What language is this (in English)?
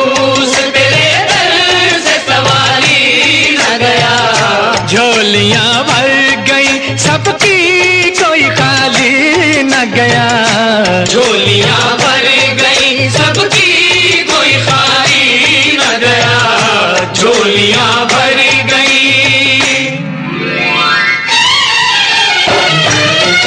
Hindi